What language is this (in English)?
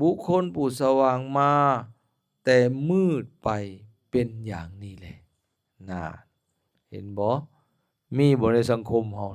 Lao